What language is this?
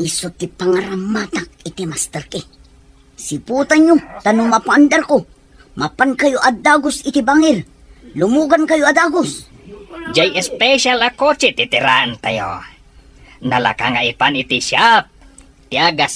Iloko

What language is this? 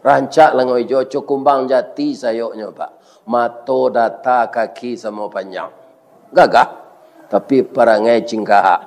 Minangkabau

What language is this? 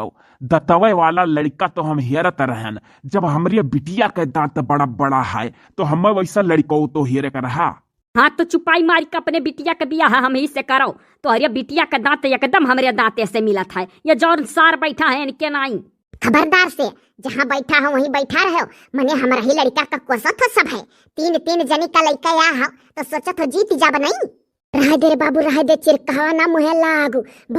Awadhi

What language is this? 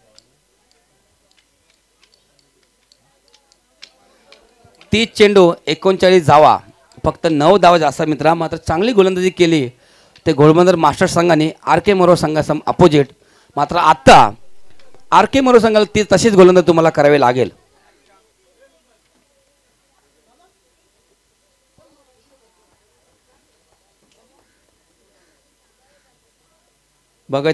Marathi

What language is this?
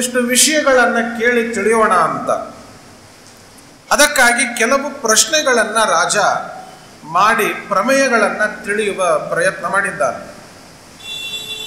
Kannada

